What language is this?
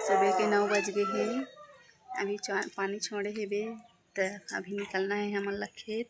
Chhattisgarhi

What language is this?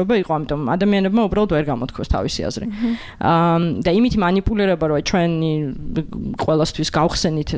Georgian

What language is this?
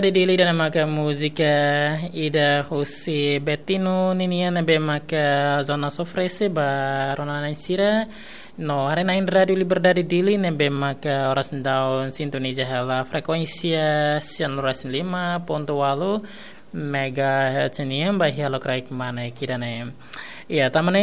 Tetum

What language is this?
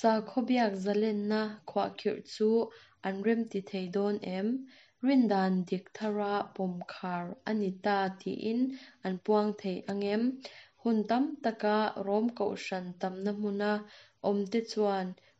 Mizo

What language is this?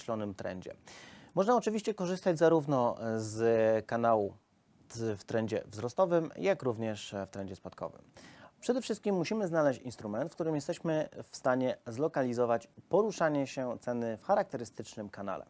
Polish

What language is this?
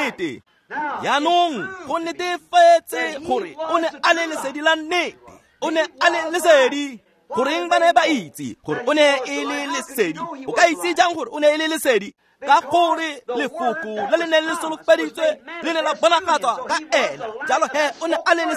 Tswana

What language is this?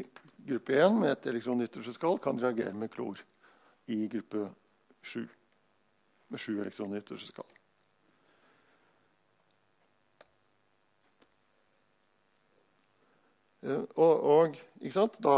Norwegian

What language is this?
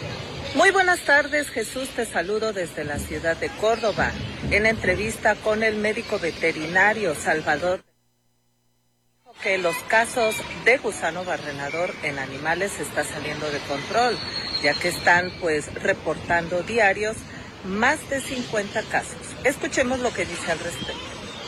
Spanish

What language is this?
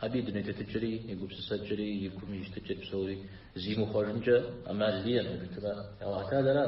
Kabardian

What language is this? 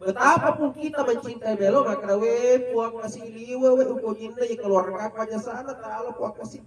Buginese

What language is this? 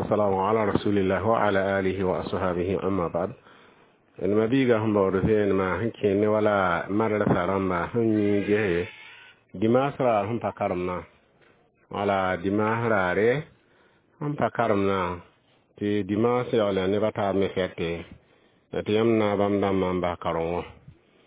Mossi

